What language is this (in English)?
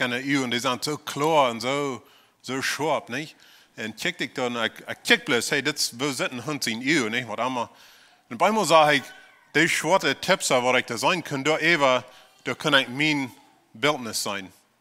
Plautdietsch